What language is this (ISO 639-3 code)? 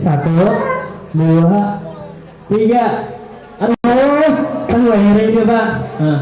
bjn